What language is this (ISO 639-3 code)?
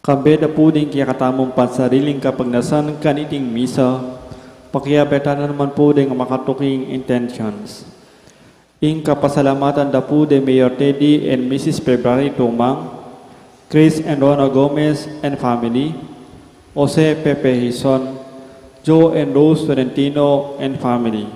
pam